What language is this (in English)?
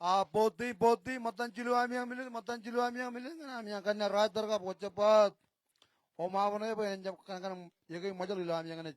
Marshallese